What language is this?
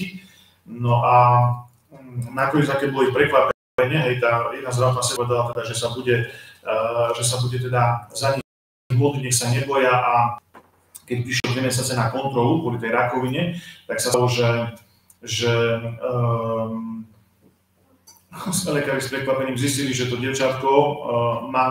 Slovak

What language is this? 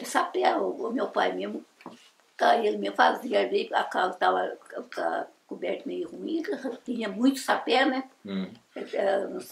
Portuguese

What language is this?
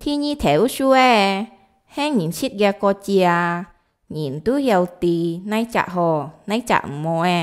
Hakka Chinese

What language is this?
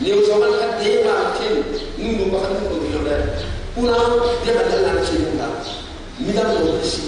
Hakha Chin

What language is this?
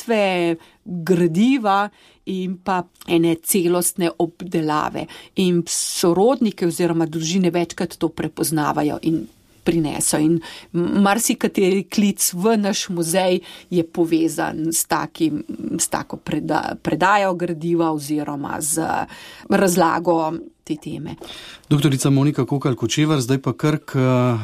Slovenian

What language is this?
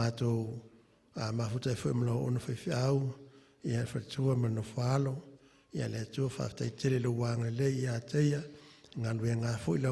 Samoan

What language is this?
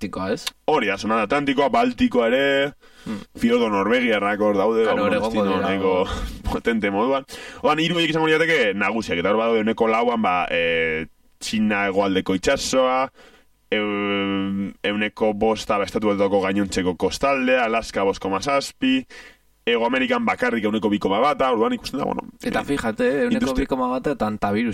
Basque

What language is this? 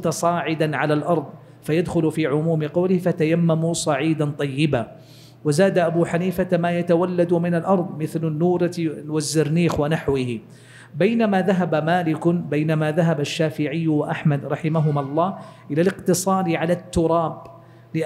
Arabic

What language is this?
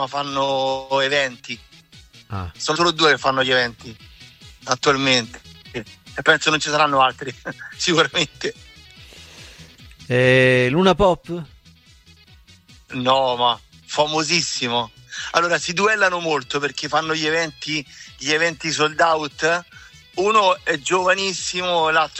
Italian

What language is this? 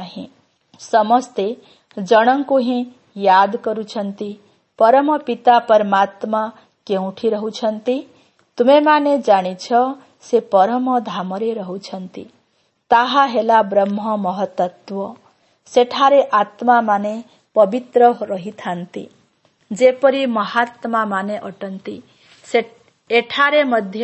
Odia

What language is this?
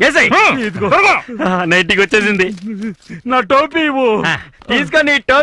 Telugu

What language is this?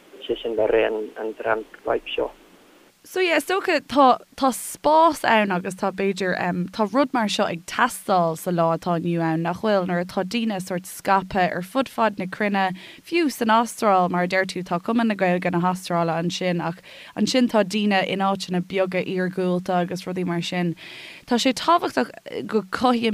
Irish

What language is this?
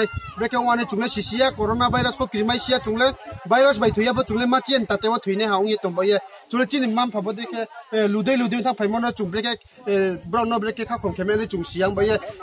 Riang (India)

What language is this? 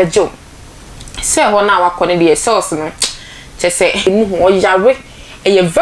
Akan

